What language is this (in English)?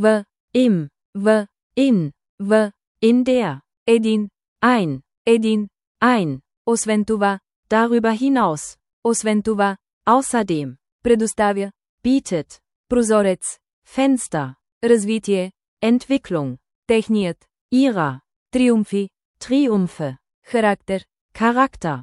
Bulgarian